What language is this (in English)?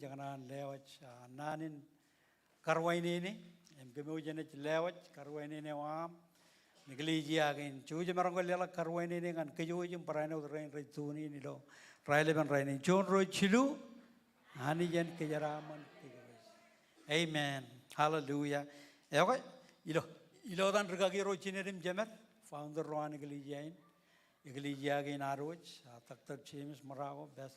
Marshallese